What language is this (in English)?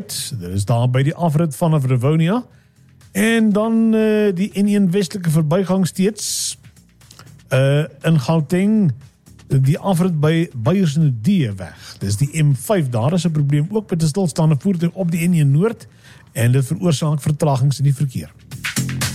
Afrikaans